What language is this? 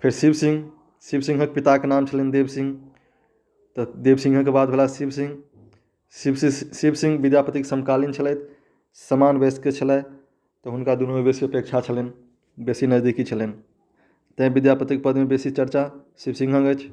Maithili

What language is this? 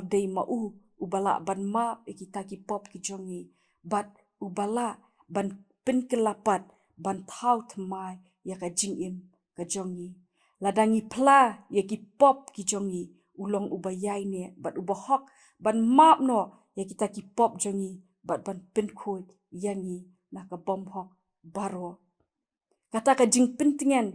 Khasi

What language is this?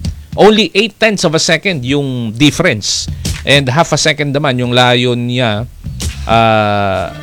Filipino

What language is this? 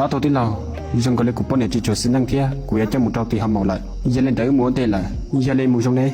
Hmong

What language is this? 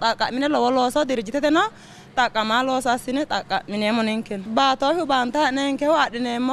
Sidamo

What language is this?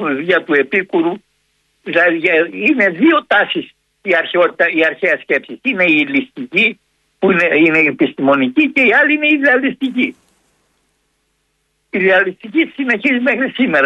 Greek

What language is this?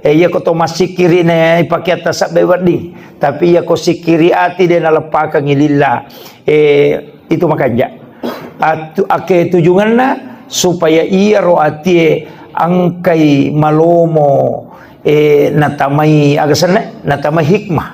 Buginese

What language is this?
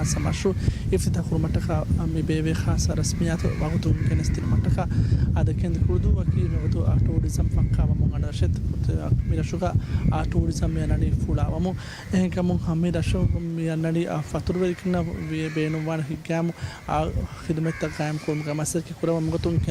Divehi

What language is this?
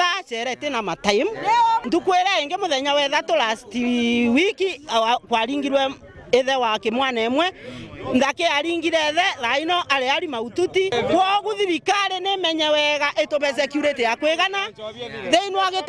Meru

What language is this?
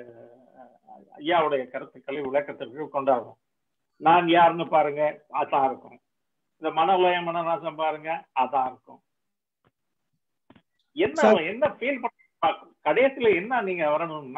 Tamil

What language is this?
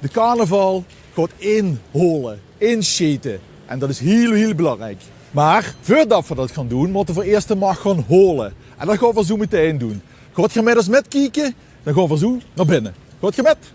Limburgish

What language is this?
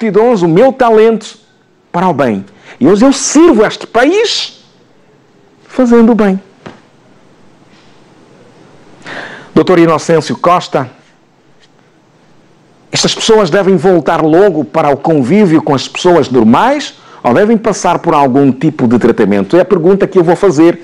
Portuguese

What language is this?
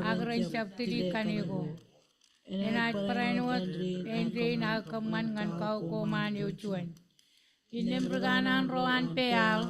Marshallese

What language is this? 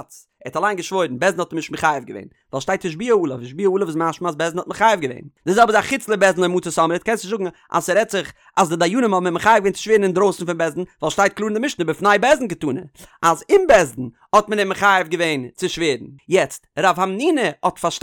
Yiddish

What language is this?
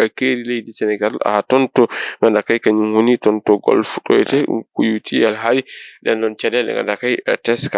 Fula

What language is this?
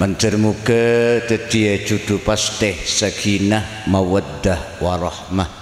Madurese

